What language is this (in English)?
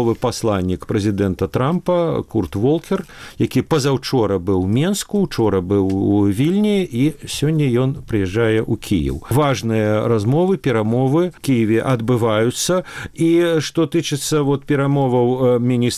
Belarusian